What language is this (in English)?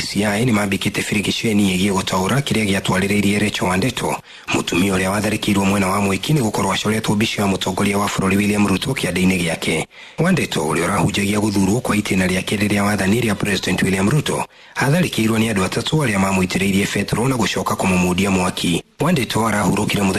Kikuyu